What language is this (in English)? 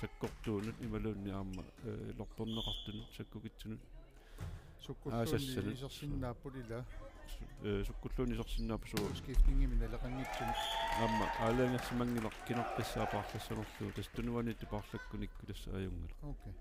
Kalaallisut